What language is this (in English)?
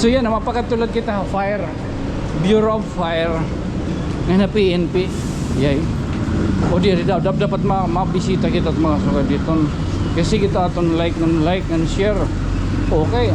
Waray